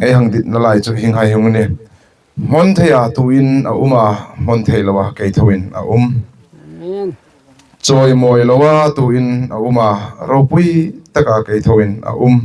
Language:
Hmar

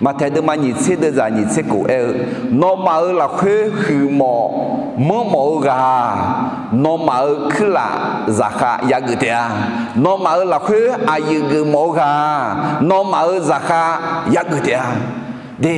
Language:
Akha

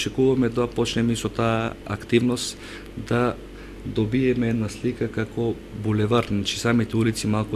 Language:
Macedonian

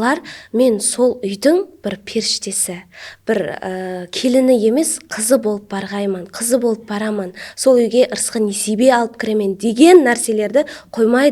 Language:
Kara-Kalpak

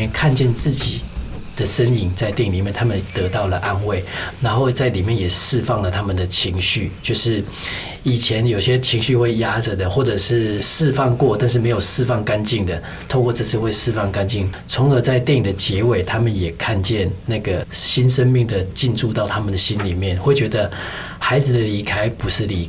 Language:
Chinese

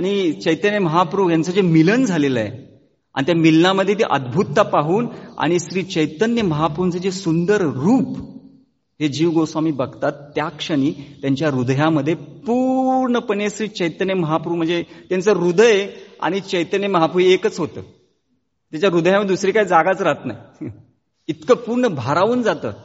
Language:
Marathi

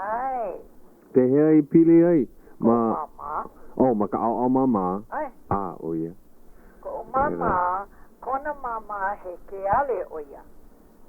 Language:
Hawaiian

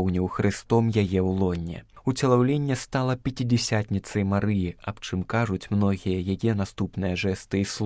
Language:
Belarusian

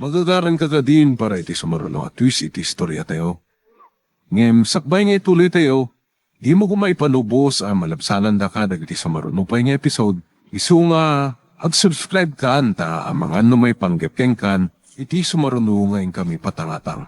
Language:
Iloko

